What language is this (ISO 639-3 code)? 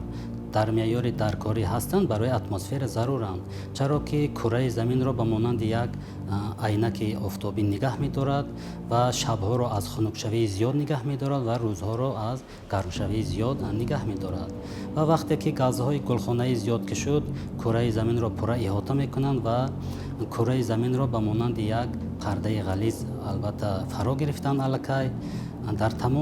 tgk